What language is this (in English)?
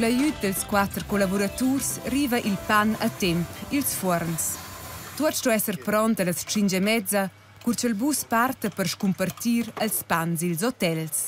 Romansh